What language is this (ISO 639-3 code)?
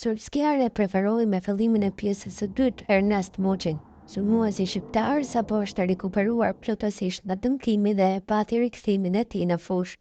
sqi